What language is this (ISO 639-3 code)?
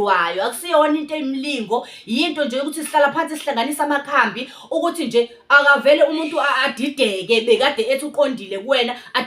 zul